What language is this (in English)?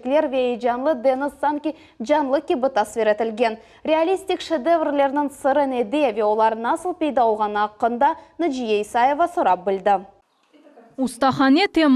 Crimean Tatar